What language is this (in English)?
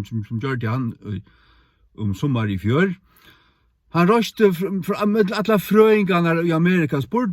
Faroese